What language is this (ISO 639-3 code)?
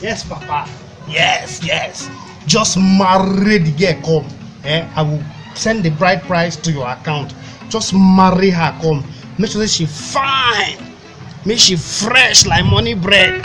pcm